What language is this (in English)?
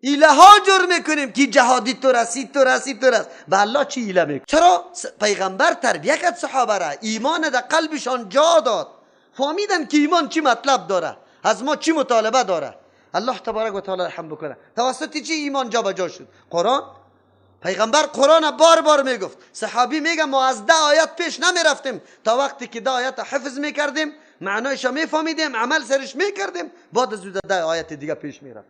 Persian